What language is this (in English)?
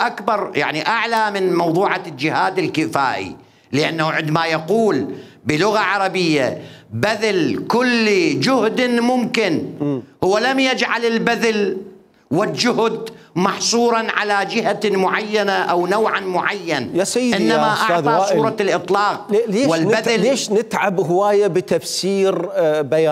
Mesopotamian Arabic